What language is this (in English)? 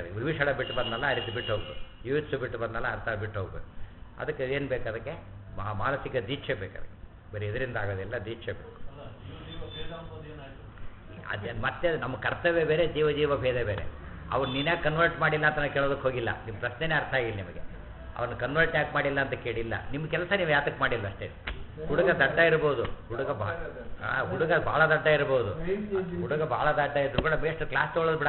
Kannada